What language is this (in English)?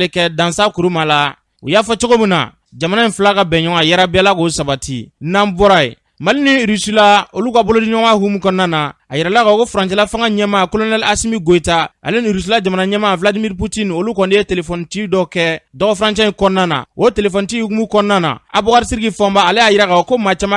Bambara